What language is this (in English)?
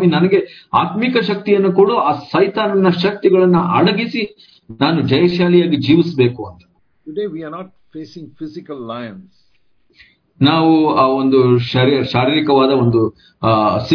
Kannada